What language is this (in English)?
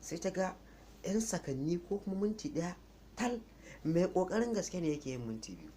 Hausa